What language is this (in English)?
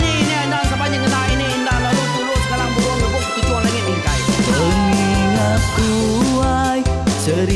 Iban